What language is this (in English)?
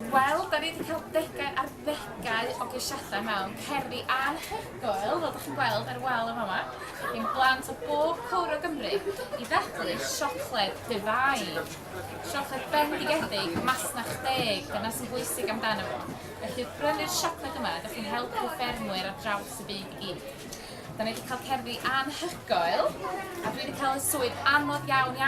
Welsh